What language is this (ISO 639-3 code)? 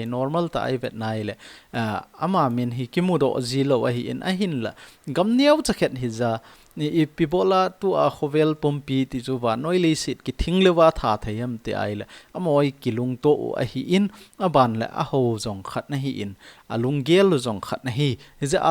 tcz